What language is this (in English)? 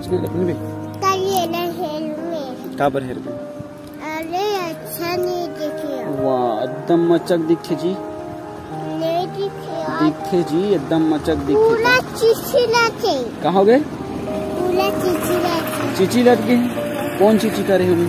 Chhattisgarhi